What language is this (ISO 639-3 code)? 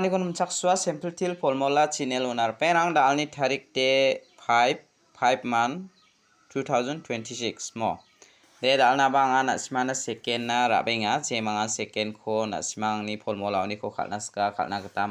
grt